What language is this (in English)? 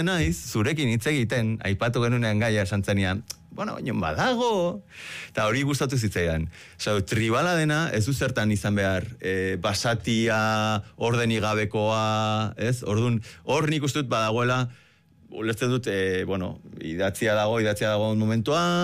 Basque